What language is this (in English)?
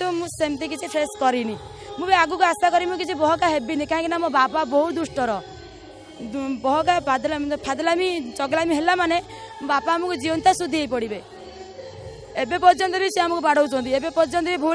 Odia